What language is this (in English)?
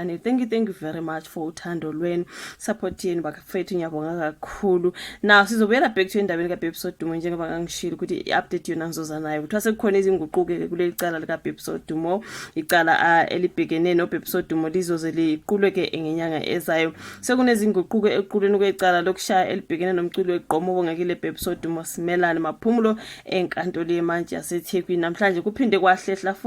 Zulu